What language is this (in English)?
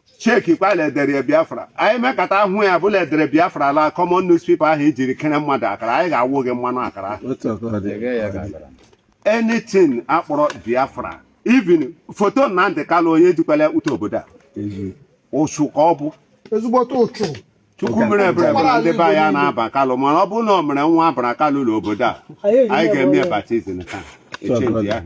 Igbo